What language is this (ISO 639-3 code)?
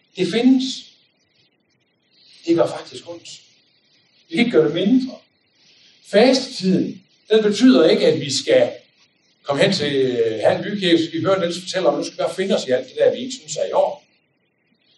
dan